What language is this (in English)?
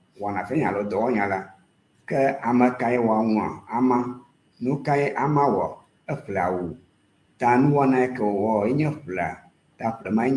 Ewe